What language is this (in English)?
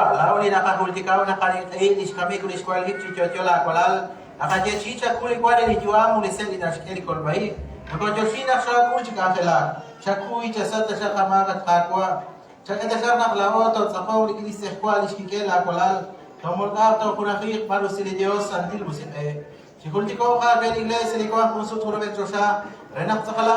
Kekchí